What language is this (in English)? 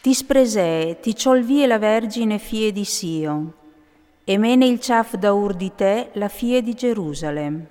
Friulian